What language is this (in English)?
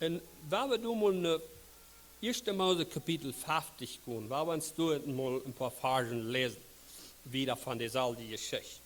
Plautdietsch